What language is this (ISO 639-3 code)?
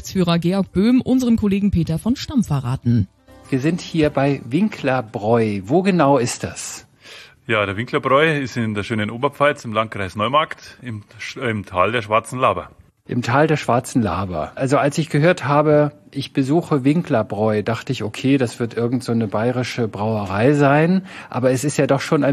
deu